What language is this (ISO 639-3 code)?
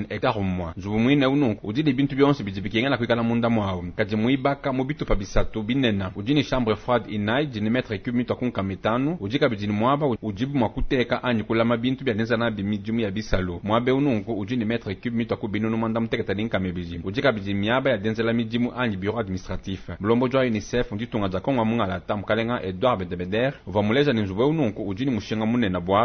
lua